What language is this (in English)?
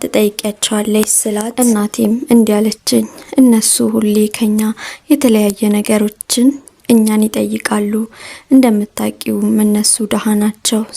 Amharic